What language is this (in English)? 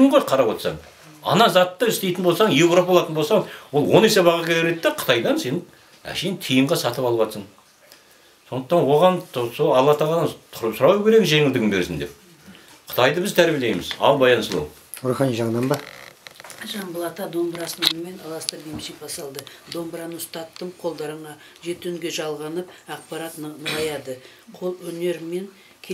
Kazakh